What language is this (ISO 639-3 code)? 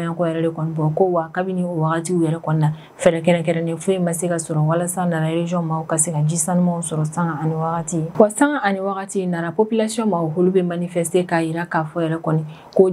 bam